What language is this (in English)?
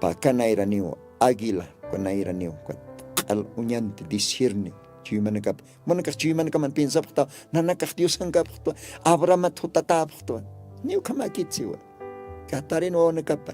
Aymara